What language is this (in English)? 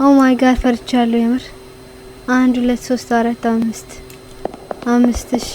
Amharic